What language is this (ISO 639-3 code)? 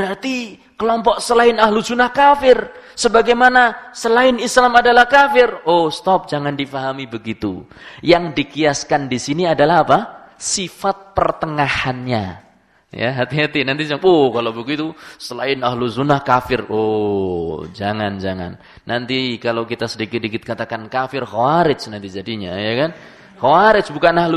ind